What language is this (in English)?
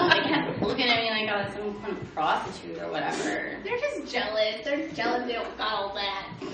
English